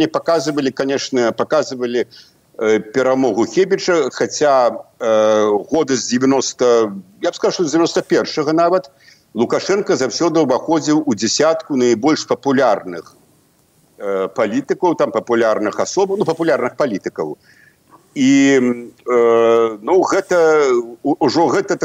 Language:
Belarusian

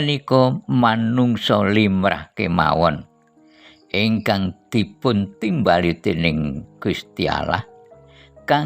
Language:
Javanese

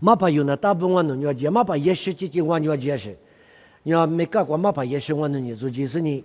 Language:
Lisu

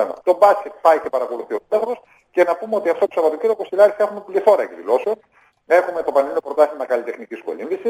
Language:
Greek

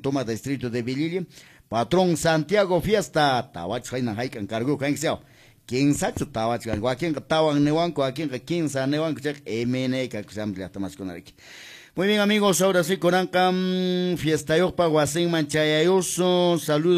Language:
Quechua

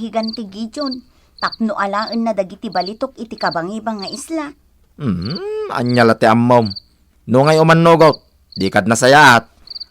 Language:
Iloko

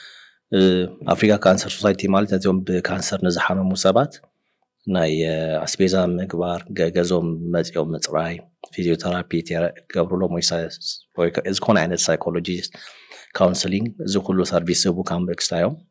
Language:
Tigrinya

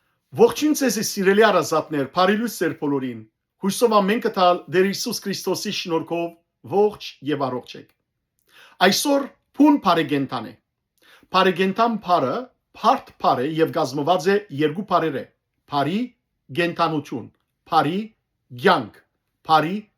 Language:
Western Armenian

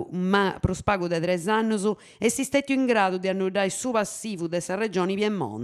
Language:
Sardinian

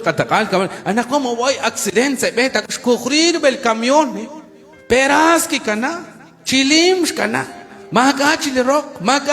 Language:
Kekchí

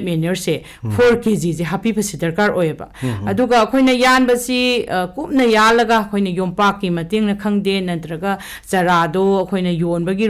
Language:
Manipuri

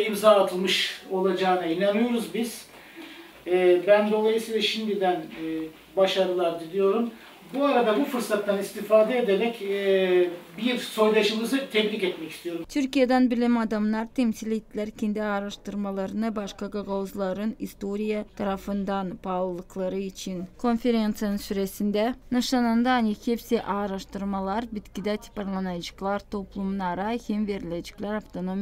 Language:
Gagauz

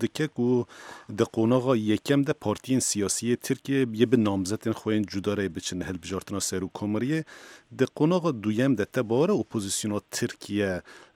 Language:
Kurdish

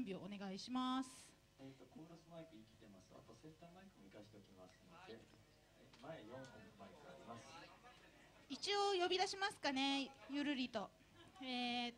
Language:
Japanese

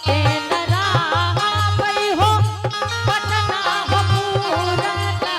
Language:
Angika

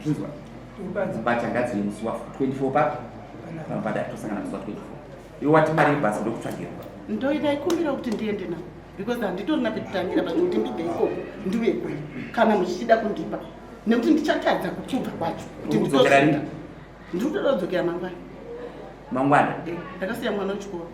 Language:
Shona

